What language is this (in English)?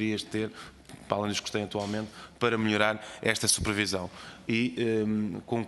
Portuguese